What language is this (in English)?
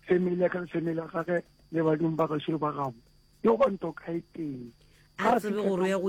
Northern Sotho